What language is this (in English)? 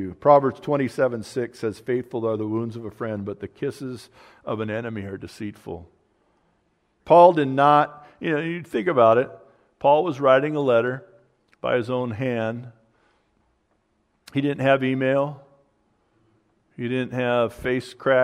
English